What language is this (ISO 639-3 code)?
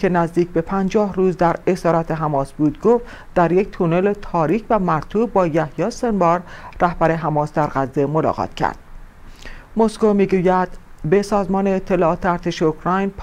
fas